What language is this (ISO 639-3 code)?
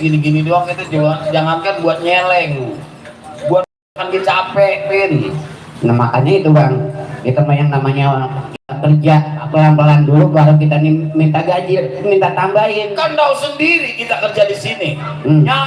bew